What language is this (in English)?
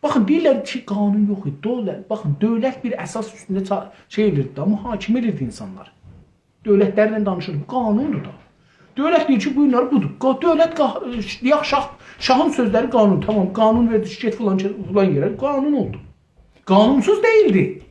South Azerbaijani